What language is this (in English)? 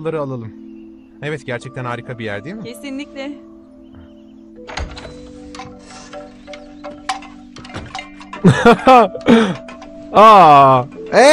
Turkish